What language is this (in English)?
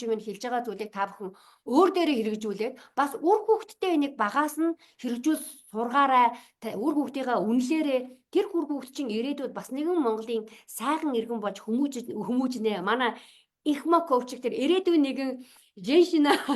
Mongolian